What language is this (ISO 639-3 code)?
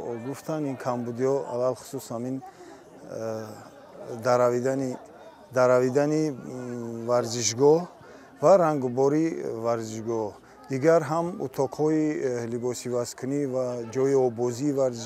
tgk